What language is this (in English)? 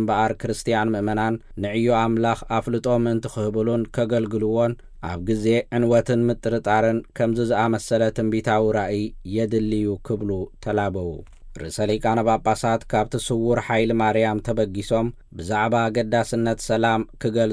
Tigrinya